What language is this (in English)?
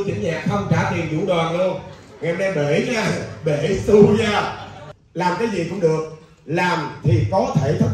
Vietnamese